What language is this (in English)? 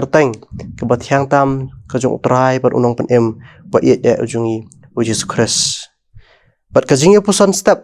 Khasi